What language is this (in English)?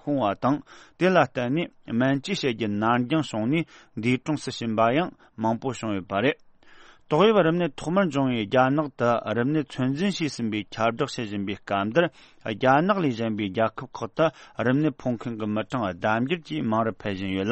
Tibetan